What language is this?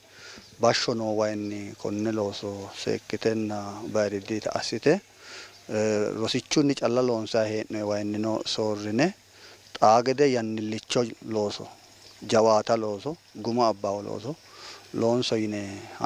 Sidamo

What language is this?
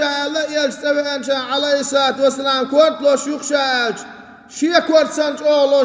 Chechen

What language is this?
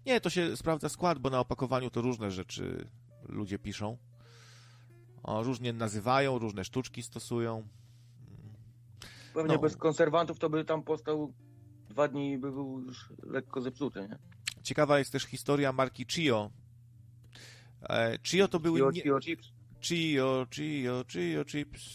Polish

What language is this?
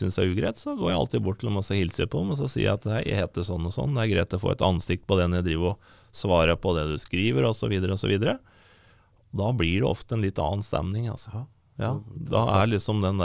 Norwegian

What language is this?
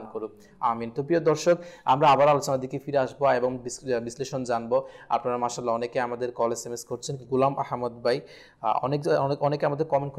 Bangla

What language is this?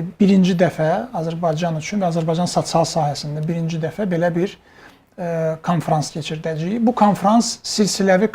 Azerbaijani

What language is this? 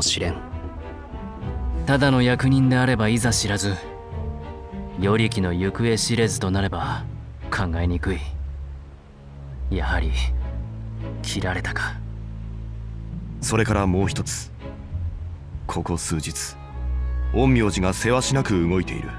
Japanese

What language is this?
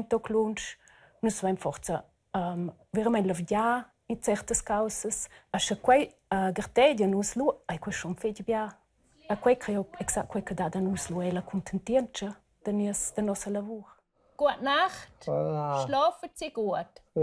Romansh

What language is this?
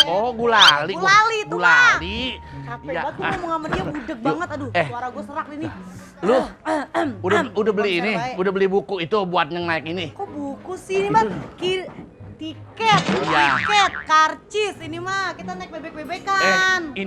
Betawi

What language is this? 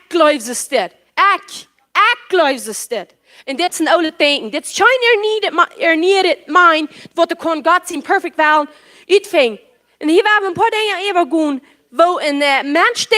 Plautdietsch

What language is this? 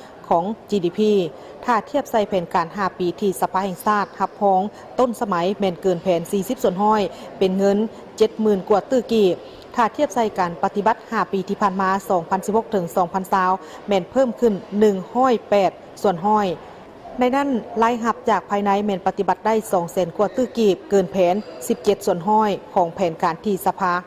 Lao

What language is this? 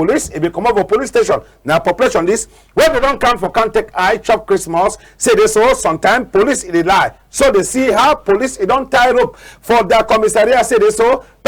Cameroon Pidgin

